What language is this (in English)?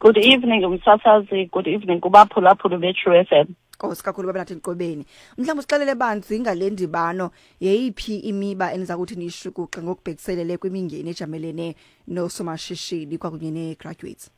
Xhosa